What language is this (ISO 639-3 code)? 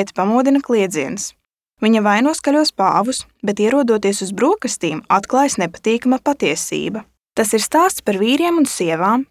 lav